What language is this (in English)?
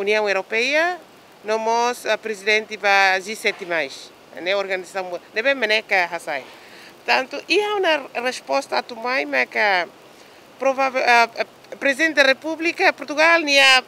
Tetum